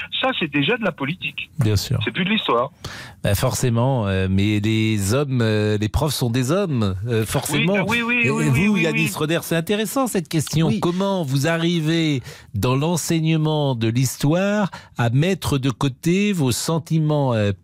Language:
French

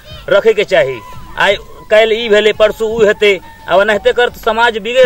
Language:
Maithili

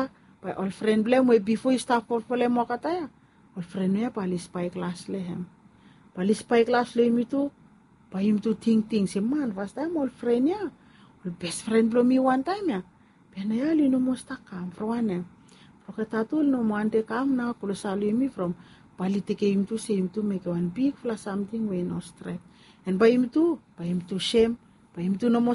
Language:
Bislama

